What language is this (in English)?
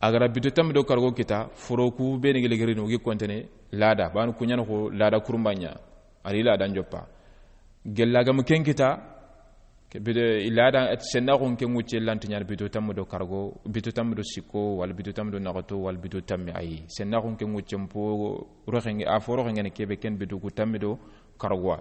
Soninke